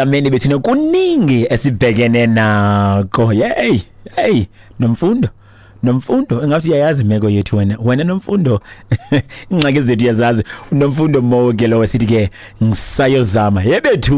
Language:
Xhosa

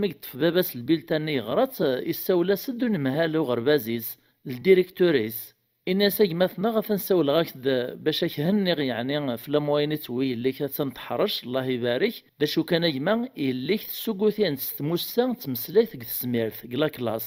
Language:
Kabyle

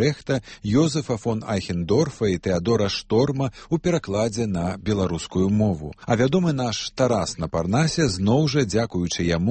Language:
Belarusian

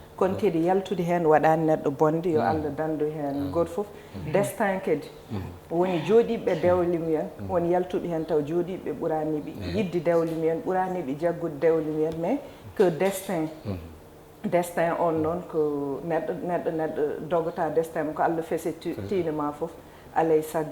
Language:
Fula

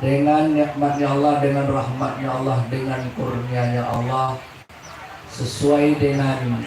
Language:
Minangkabau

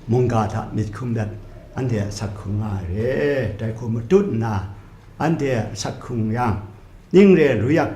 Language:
Kachin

